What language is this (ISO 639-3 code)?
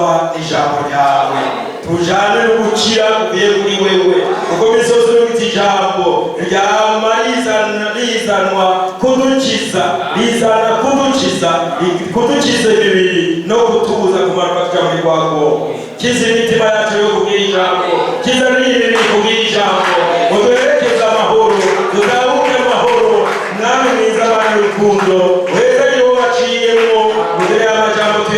run